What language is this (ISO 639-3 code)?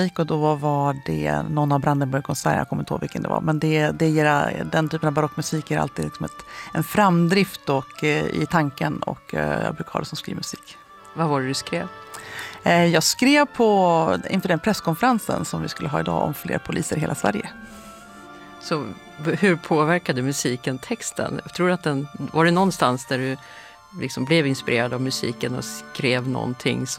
swe